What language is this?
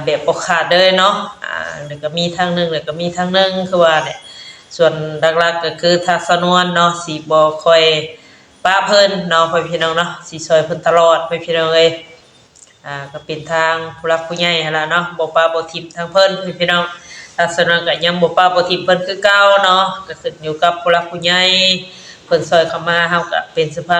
Northeastern Thai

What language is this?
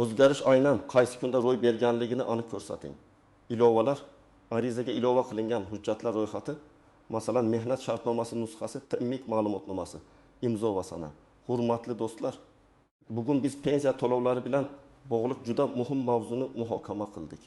Uzbek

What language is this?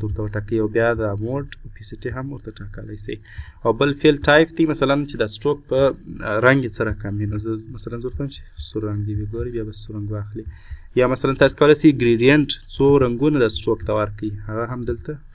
Pashto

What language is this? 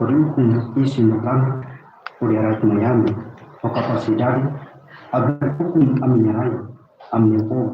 Tetum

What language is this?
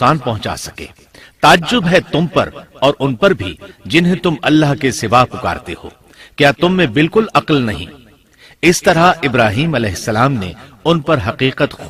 Urdu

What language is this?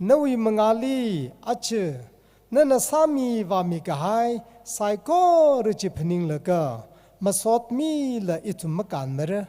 Tangkhul Naga (India)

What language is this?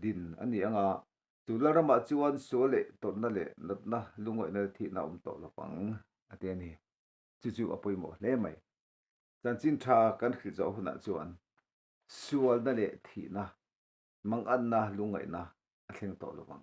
Mizo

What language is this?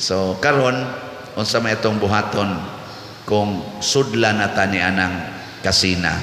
Cebuano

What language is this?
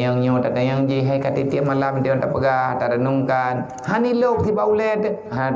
Achinese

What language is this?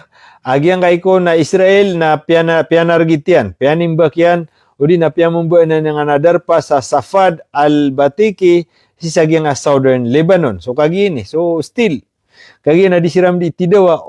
Maranao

